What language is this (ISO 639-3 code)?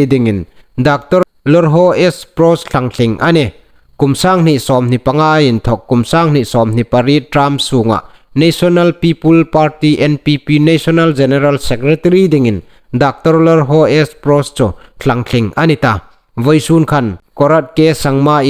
hmr